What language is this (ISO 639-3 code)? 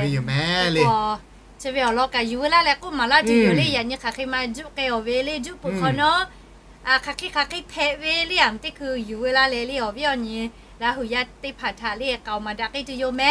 lhu